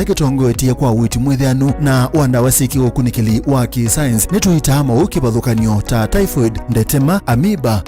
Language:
Kamba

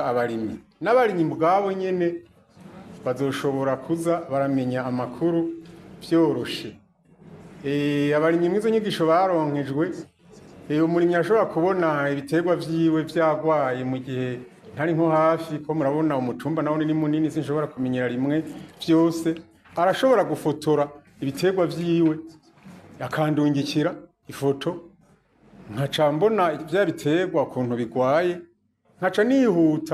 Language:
Rundi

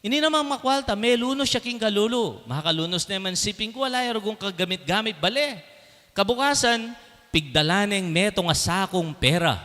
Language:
Pampanga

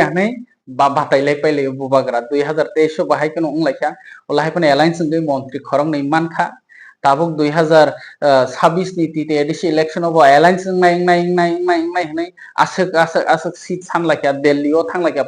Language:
Kok Borok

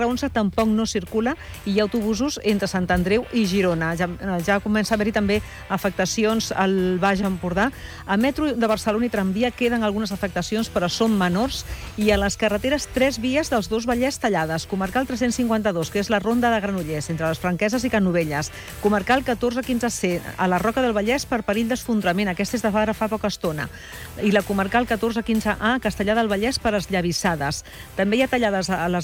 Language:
Catalan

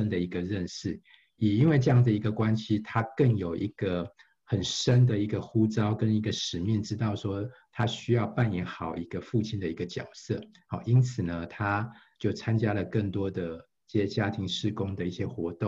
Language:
Chinese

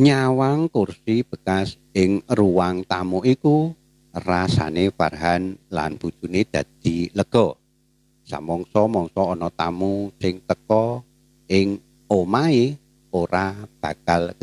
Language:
Javanese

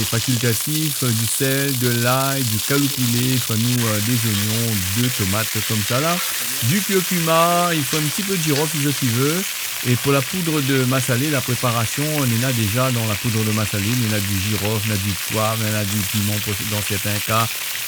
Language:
Réunion Creole French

